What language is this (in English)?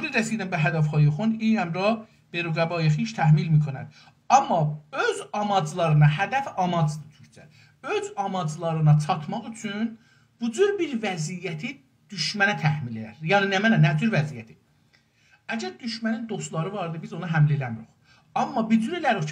South Azerbaijani